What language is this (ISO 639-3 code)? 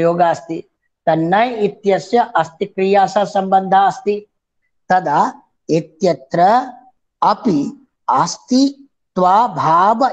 san